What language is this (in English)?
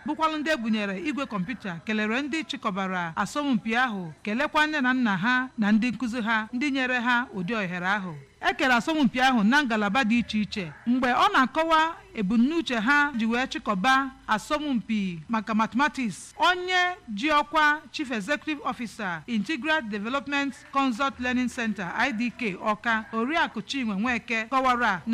Igbo